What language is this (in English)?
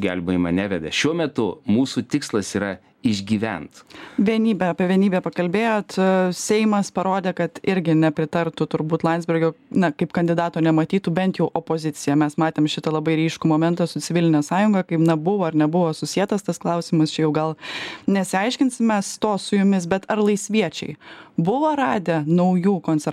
Lithuanian